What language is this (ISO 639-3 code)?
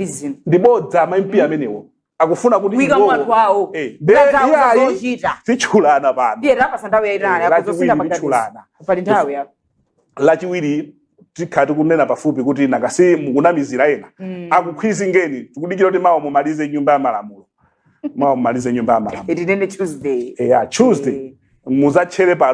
nya